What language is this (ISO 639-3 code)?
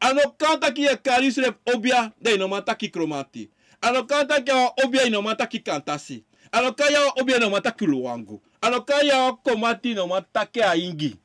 srn